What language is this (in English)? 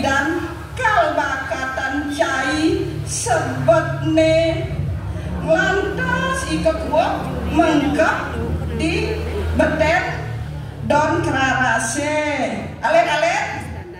Balinese